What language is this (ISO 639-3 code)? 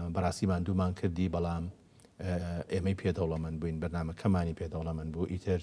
ckb